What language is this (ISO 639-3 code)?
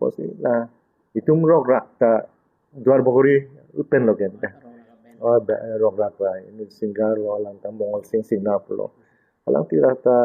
mjw